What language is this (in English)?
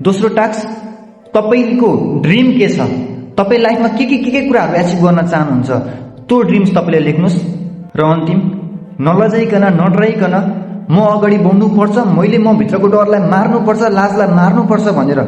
Nepali